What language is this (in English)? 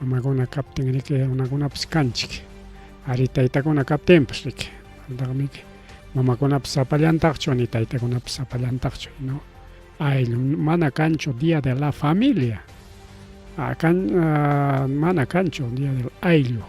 Ayacucho Quechua